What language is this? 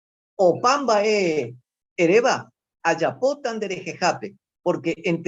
Guarani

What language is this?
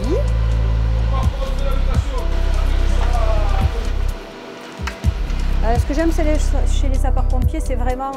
French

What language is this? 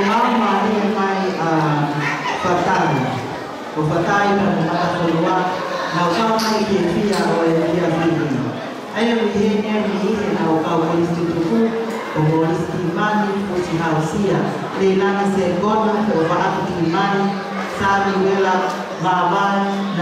Tongan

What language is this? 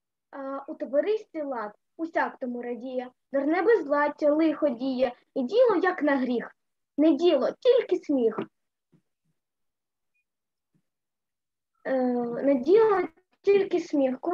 Ukrainian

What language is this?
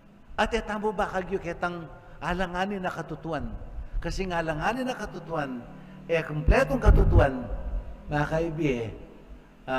Pampanga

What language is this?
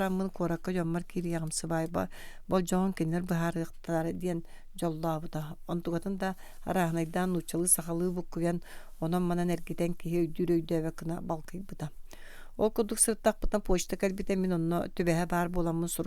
Yakut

